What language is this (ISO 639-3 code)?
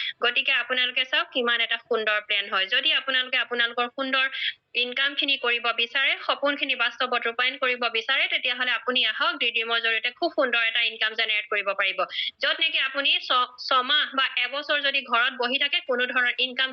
asm